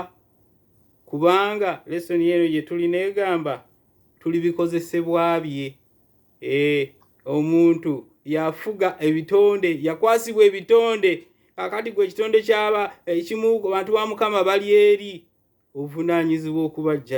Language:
Ganda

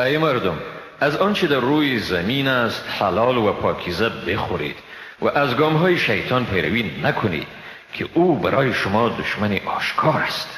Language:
Persian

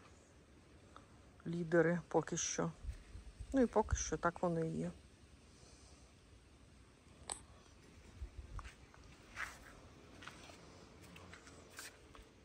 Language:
Ukrainian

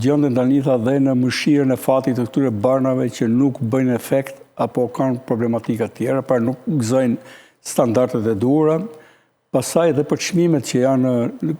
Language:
Albanian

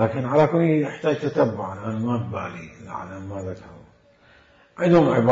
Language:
Mesopotamian Arabic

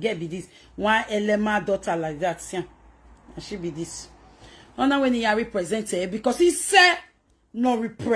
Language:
Nigerian Pidgin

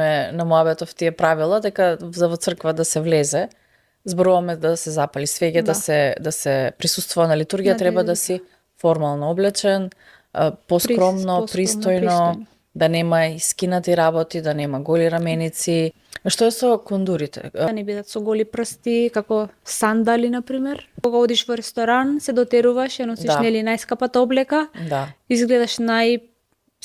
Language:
Macedonian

